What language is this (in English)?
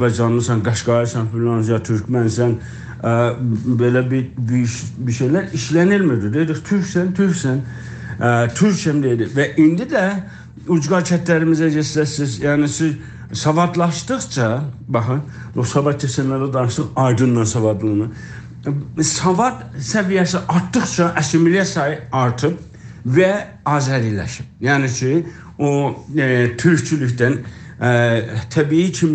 South Azerbaijani